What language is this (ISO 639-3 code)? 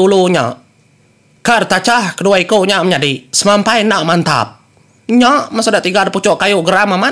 iba